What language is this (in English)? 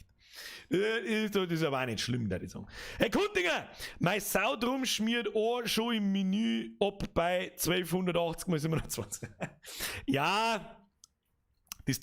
Bavarian